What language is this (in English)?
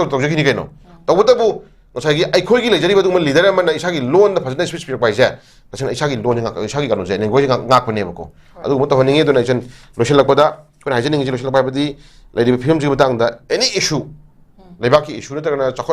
Manipuri